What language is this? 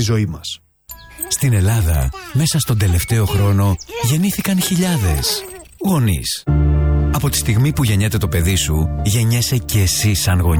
Greek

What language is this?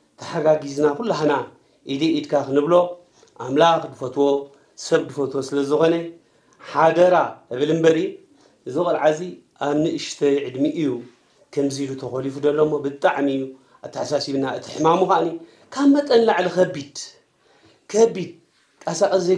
Tigrinya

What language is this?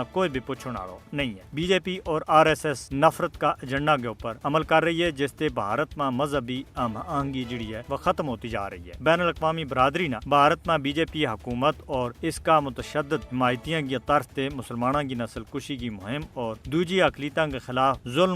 Gujari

